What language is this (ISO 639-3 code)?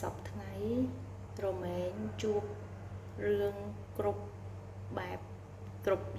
khm